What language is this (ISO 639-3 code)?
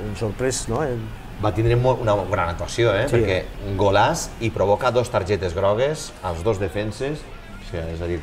cat